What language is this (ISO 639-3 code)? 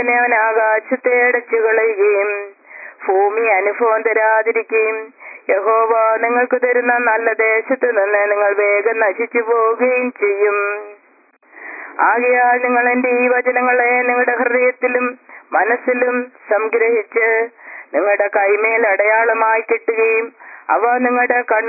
mal